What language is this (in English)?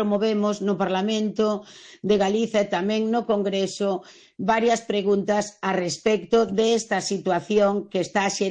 Galician